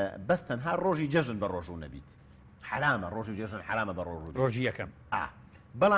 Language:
Central Kurdish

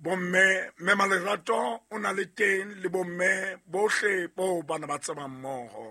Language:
Southern Sotho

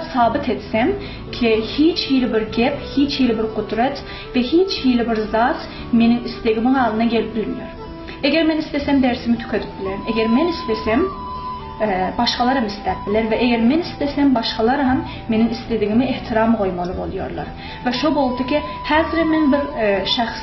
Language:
Turkmen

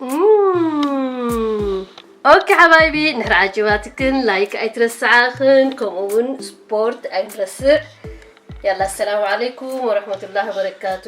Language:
Tigrinya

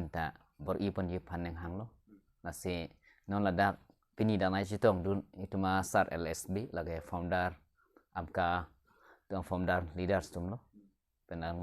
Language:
Karbi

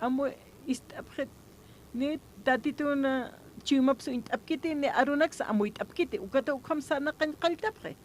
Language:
Aymara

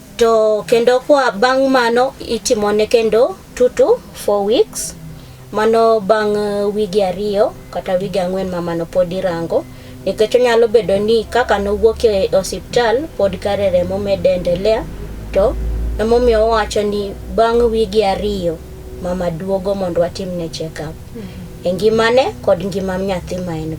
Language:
Luo (Kenya and Tanzania)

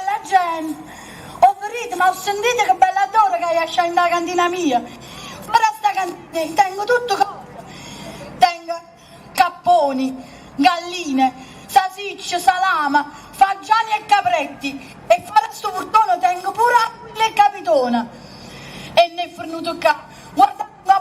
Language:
Neapolitan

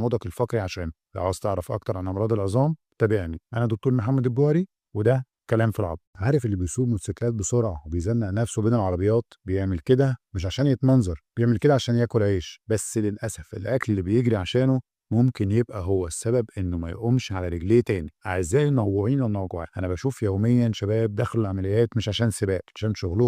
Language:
Egyptian Arabic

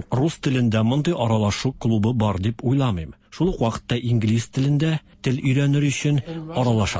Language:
Tatar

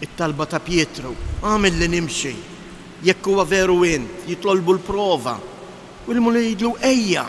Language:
Maltese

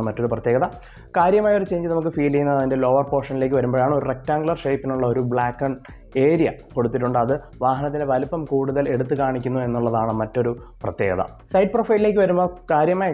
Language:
Malayalam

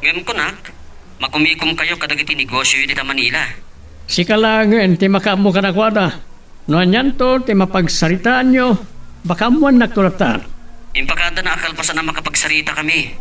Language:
Iloko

